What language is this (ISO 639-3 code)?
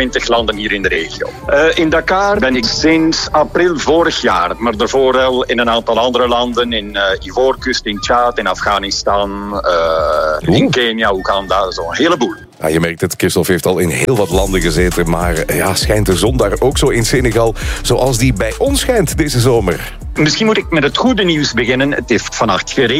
nld